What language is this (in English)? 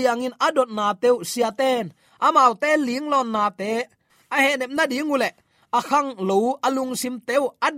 Tedim Chin